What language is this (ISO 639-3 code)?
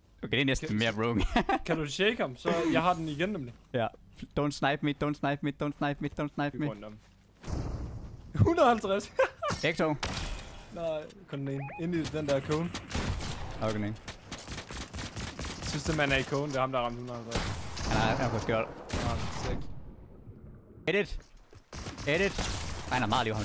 dan